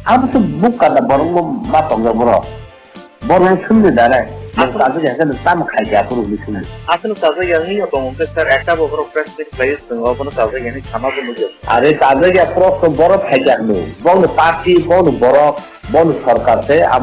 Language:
Kok Borok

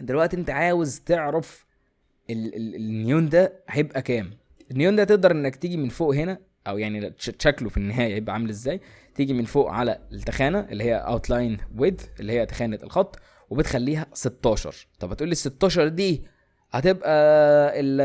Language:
Egyptian Arabic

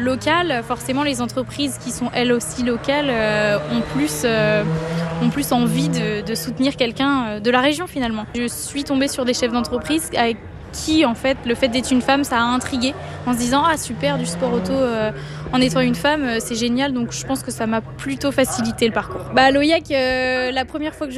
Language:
French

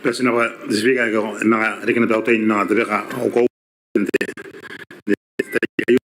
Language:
Gilbertese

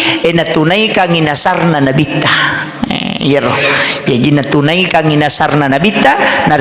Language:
Buginese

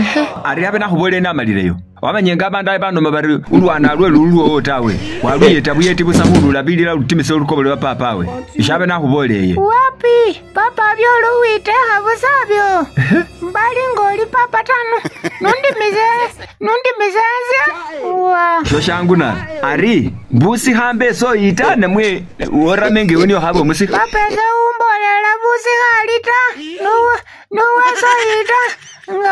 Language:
Masaaba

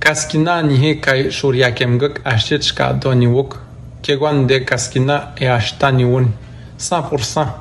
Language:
Atikamekw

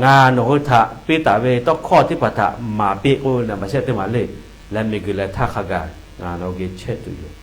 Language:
Lahu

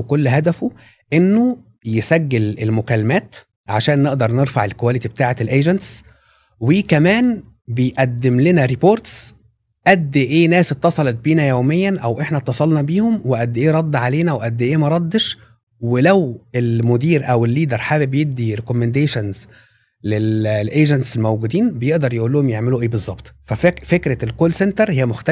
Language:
Egyptian Arabic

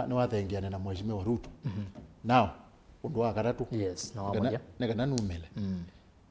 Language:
Kamba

